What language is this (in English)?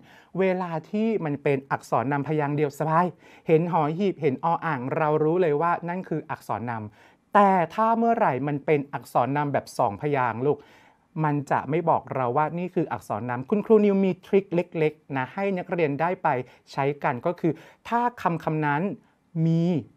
Thai